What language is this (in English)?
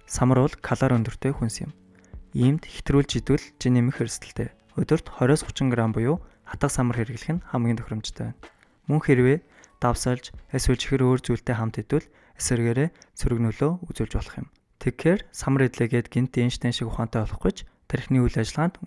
Mongolian